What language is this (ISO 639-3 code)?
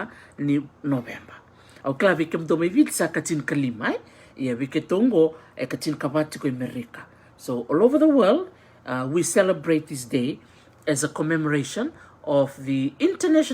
fij